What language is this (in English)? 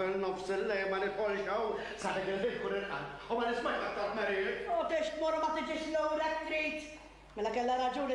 Maltese